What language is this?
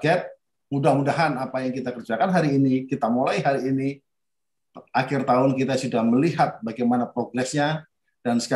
Indonesian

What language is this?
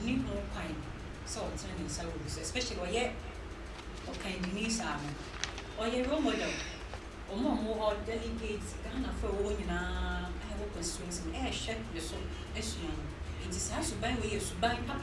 Akan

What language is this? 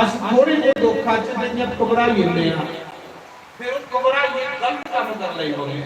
Dogri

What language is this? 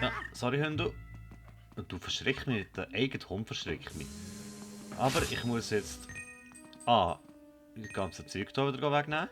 Swiss German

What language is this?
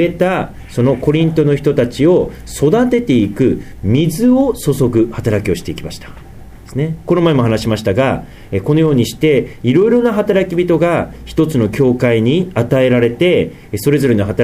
Japanese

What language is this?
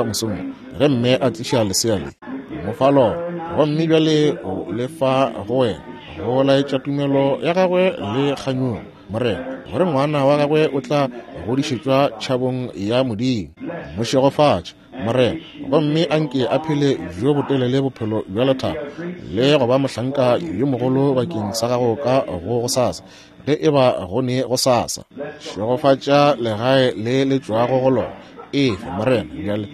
Northern Sotho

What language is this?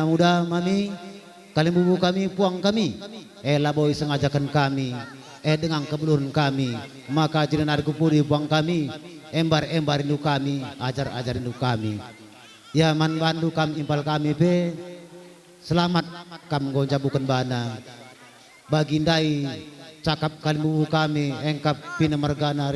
Batak Karo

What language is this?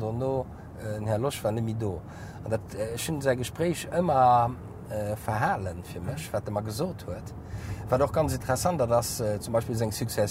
Luxembourgish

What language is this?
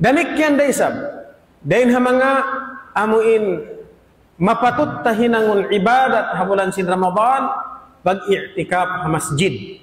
Tausug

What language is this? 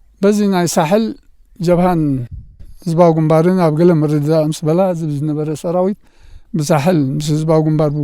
Tigrinya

